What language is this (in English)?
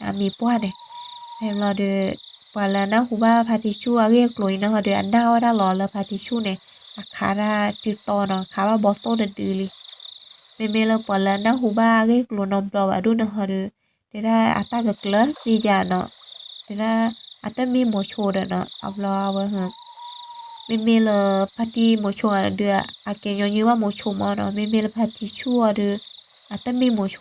S'gaw Karen